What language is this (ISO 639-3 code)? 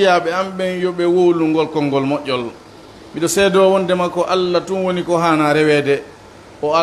ful